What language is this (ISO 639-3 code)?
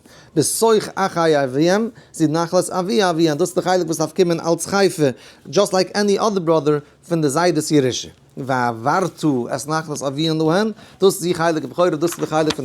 yid